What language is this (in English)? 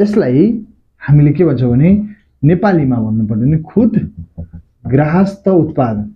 Nepali